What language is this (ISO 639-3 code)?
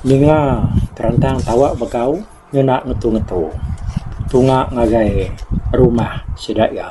iba